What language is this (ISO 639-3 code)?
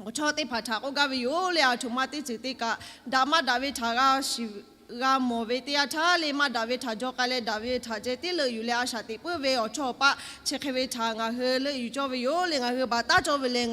lhu